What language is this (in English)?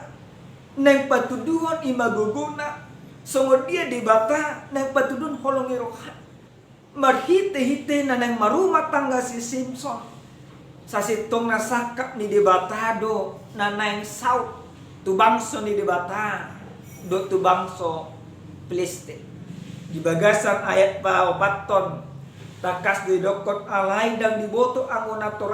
Batak Toba